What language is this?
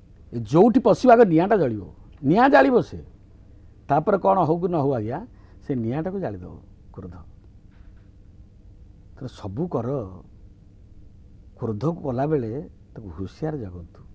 Odia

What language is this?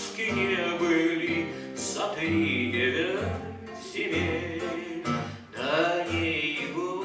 Russian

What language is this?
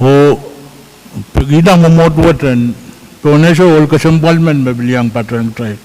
Pohnpeian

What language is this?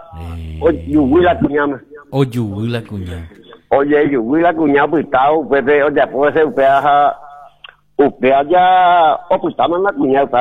Guarani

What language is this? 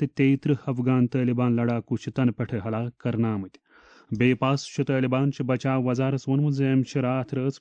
Kashmiri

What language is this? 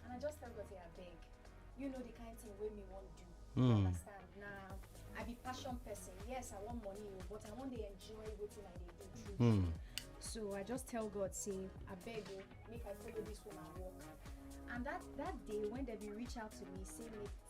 Nigerian Pidgin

